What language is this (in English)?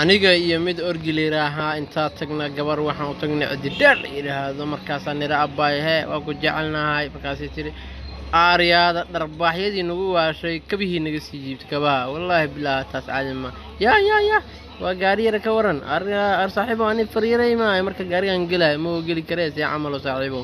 Somali